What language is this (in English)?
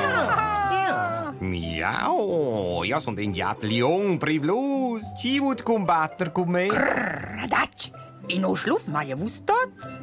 Romansh